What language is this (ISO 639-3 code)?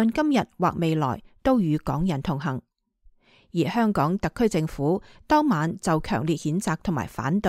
yue